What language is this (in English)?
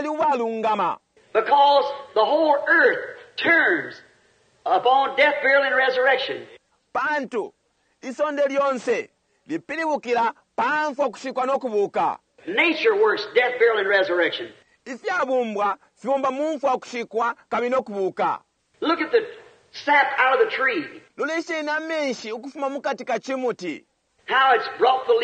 Bemba